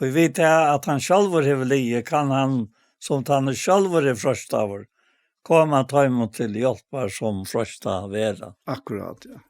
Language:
Faroese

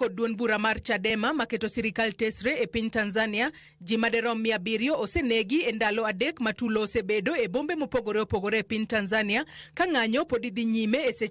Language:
Luo (Kenya and Tanzania)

